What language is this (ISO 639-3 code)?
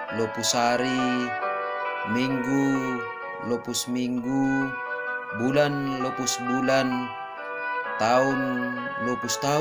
bts